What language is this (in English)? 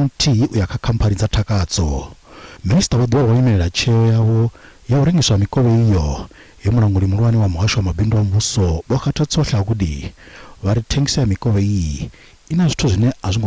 Venda